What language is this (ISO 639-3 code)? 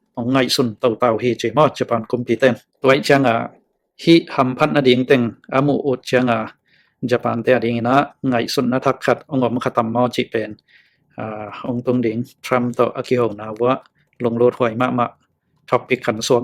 ctd